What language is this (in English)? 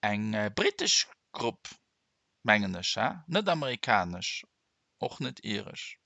Luxembourgish